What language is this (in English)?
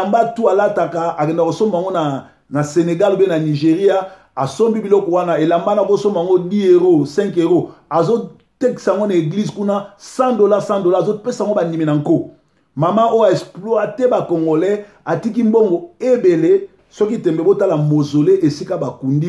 Lingala